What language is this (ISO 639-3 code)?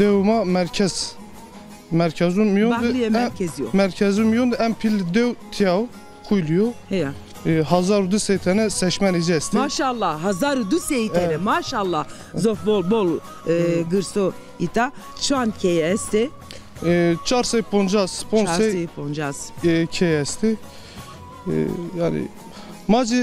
zza